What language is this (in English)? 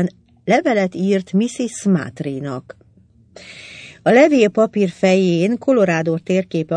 Hungarian